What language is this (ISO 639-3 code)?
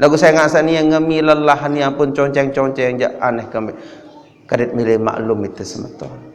sas